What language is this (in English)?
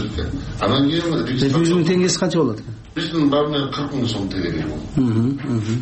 Kyrgyz